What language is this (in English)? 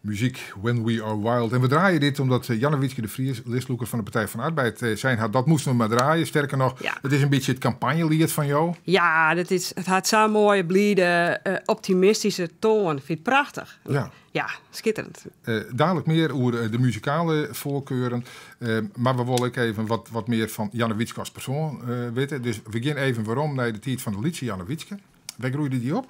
Western Frisian